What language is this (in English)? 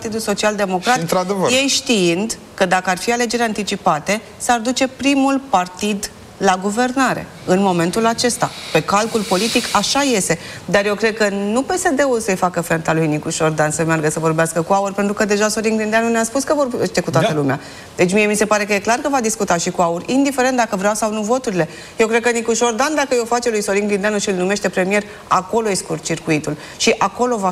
Romanian